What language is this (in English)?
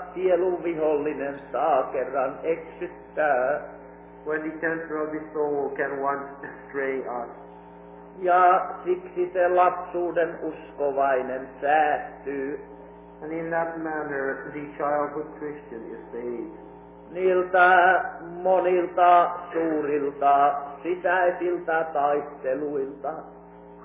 Finnish